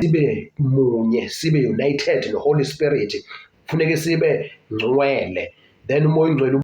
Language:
Zulu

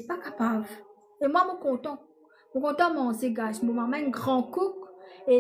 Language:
Morisyen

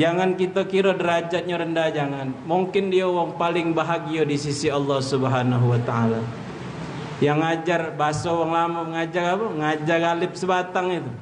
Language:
Musi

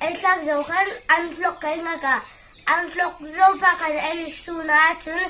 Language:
Hmar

